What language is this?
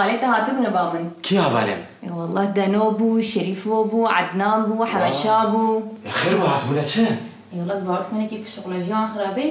Kurdish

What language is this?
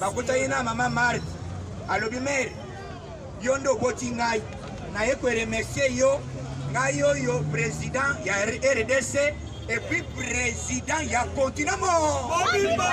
Lingala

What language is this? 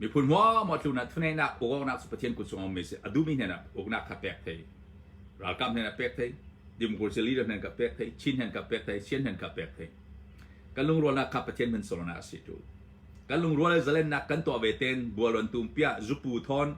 Hakha Chin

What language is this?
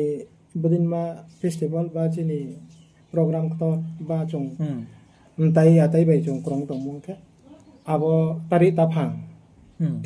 Riang (India)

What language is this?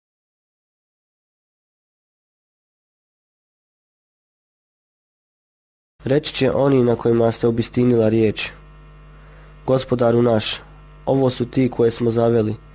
Bosnian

